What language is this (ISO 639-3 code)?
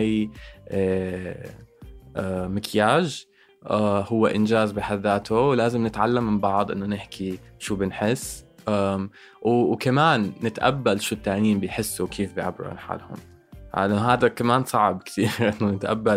apc